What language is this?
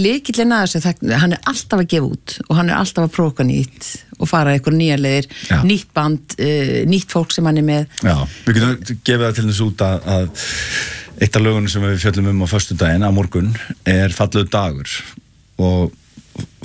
Icelandic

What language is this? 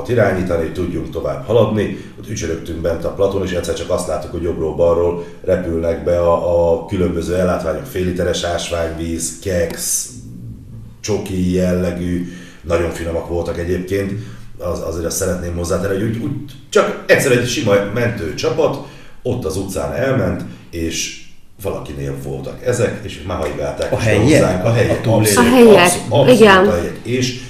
Hungarian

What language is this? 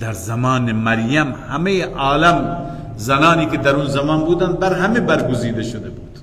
Persian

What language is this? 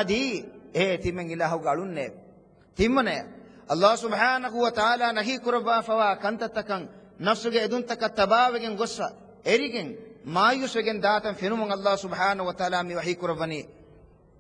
Divehi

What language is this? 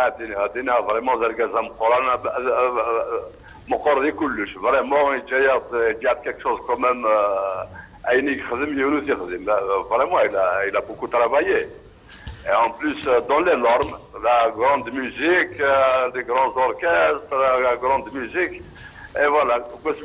Kabyle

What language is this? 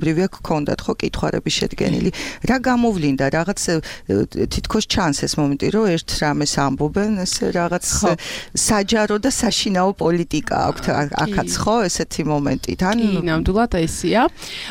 Georgian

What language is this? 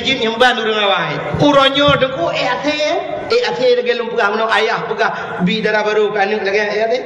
Achinese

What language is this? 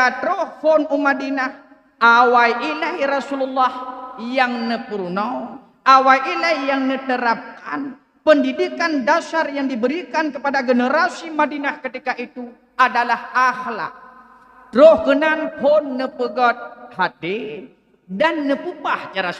Achinese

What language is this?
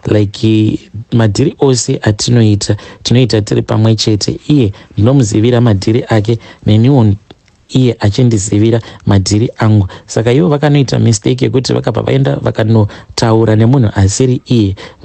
Shona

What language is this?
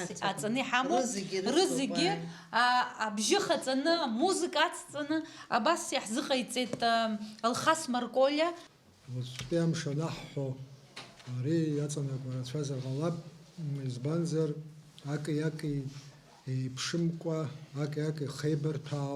Abkhazian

